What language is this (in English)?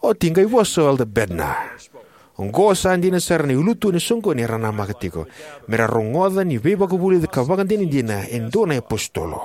Fijian